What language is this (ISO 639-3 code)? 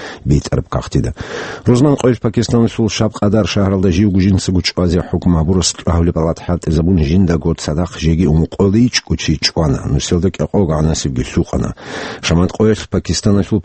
ava